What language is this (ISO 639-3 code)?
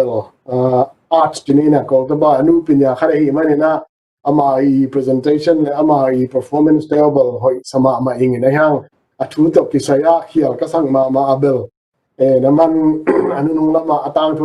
ctd